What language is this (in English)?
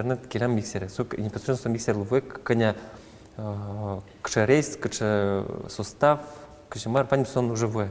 Udmurt